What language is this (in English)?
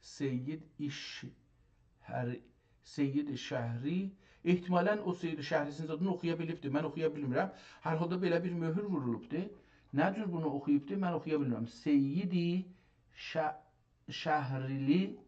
South Azerbaijani